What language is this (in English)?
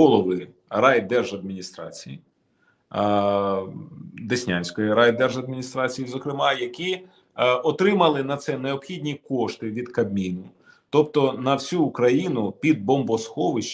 Ukrainian